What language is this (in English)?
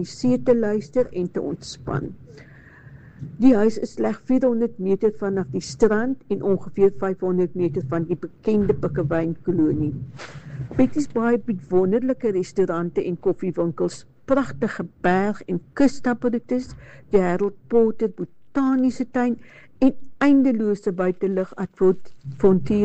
Afrikaans